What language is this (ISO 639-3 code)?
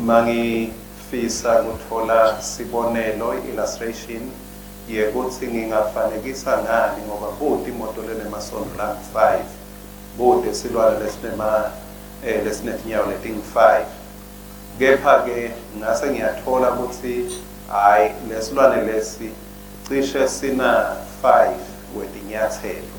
ssw